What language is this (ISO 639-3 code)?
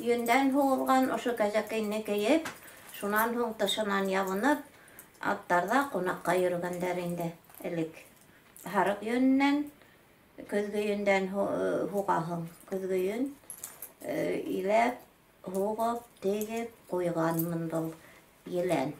bak